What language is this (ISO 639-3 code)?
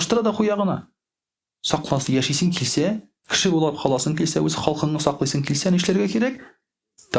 tat